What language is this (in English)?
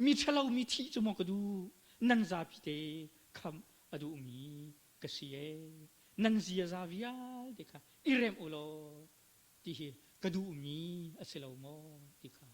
Hakha Chin